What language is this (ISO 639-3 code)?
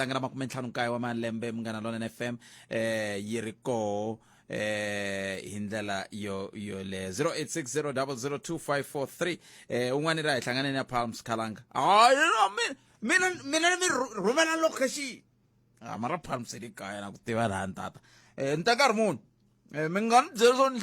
tso